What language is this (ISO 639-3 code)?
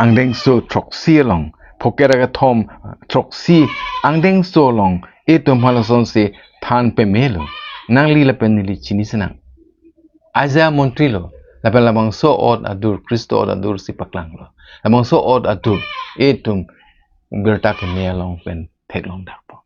mjw